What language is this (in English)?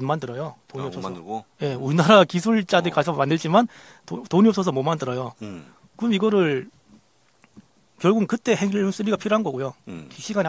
Korean